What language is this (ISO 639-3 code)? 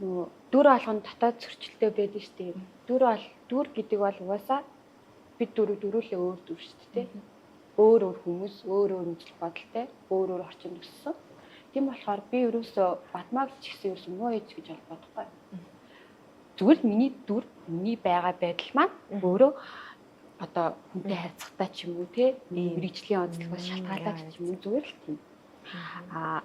mon